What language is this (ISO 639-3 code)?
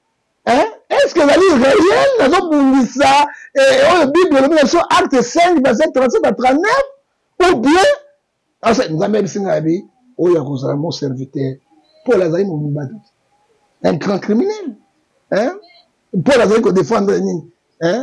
lin